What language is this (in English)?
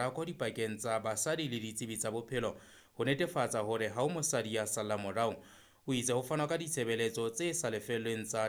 Southern Sotho